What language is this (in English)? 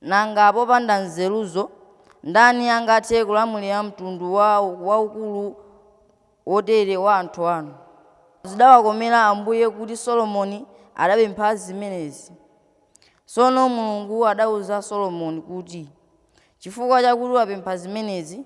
Nyanja